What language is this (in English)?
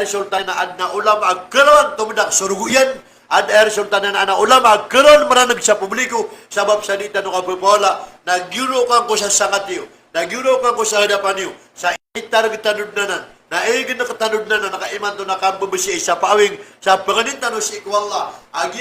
Maranao